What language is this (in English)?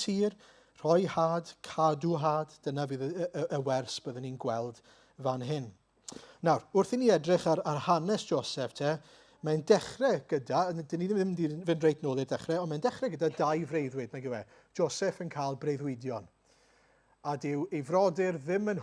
Welsh